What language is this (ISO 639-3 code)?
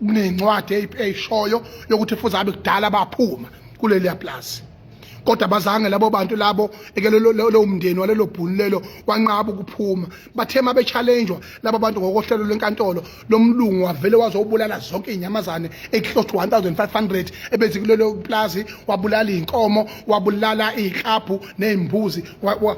zul